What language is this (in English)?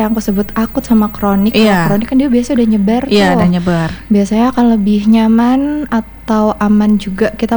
Indonesian